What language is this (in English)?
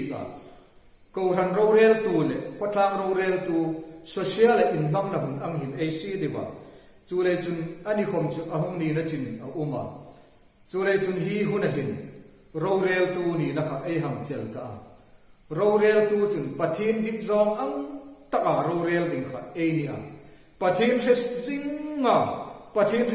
Hmar